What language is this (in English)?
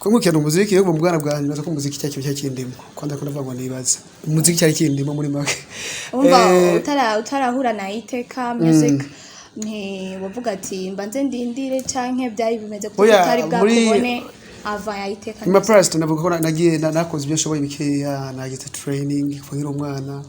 Rundi